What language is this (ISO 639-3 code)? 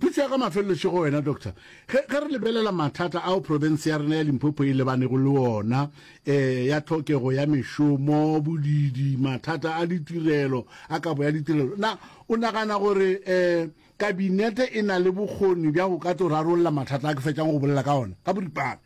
nso